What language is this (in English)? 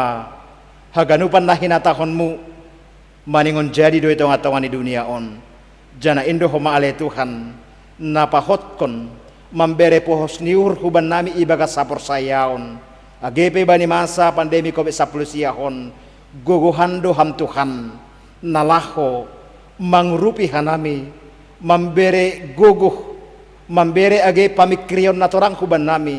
Batak Simalungun